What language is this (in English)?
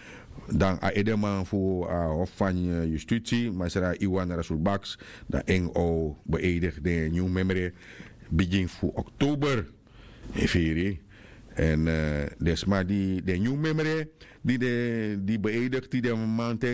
Sranan Tongo